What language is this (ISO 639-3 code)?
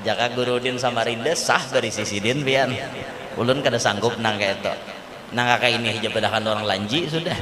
bjn